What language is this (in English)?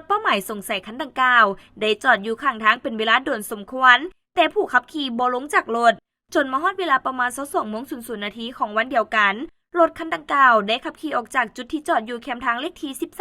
Lao